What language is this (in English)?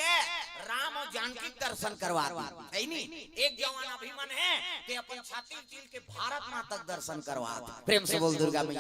Chhattisgarhi